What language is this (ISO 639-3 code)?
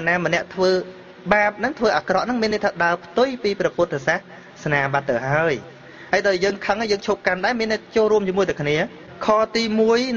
khm